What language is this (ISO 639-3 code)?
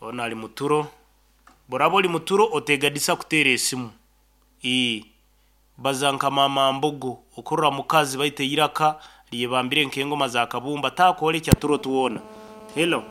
nyo